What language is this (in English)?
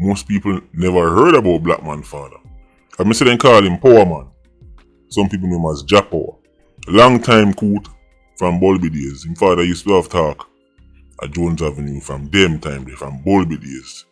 Jamaican Creole English